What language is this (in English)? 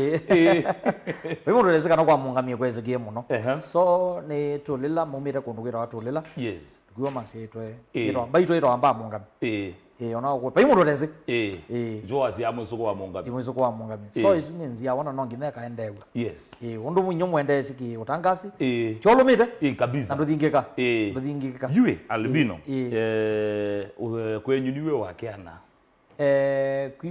Kamba